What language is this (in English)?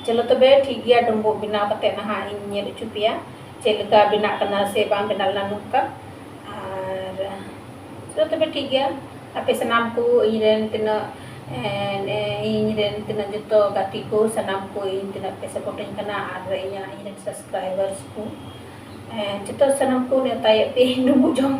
Santali